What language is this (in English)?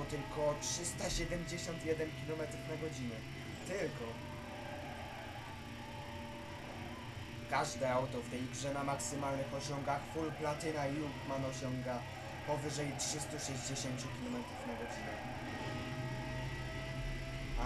Polish